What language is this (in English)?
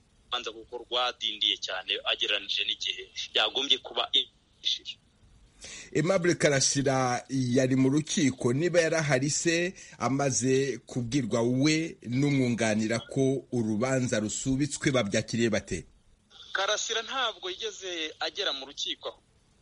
Kinyarwanda